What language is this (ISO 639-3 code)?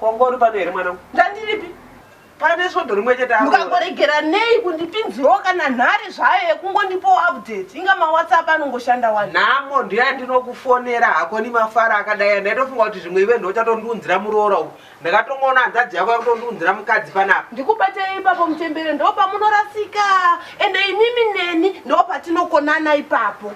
sna